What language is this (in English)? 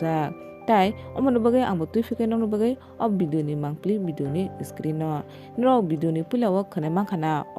Kok Borok